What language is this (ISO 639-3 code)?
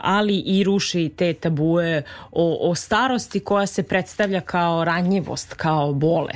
srp